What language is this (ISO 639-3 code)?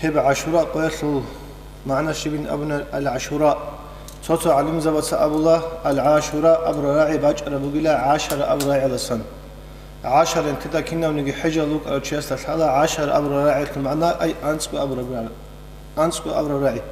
ava